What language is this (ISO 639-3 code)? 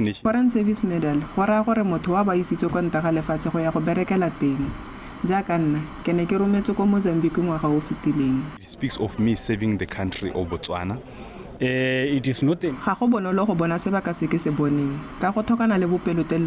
tsn